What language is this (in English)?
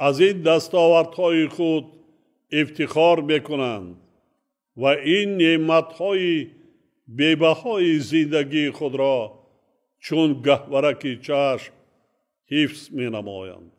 Tajik